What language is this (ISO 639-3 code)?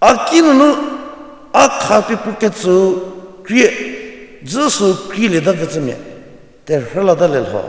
njm